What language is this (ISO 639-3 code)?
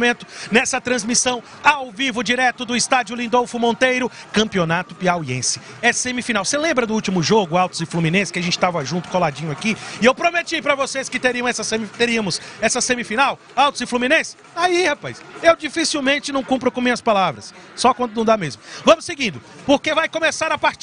por